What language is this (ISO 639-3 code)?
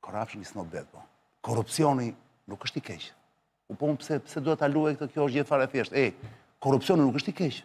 sqi